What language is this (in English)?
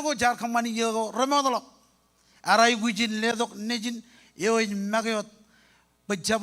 Marshallese